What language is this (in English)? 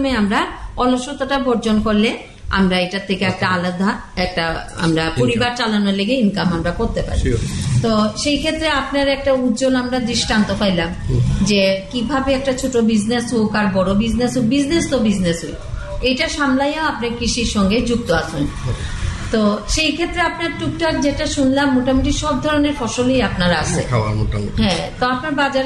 Bangla